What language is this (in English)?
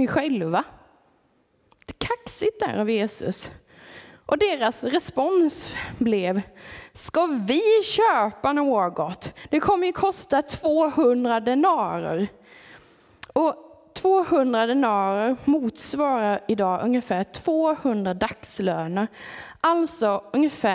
Swedish